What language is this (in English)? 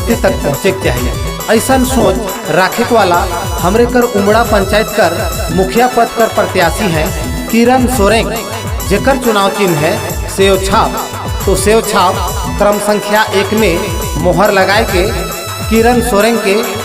Sadri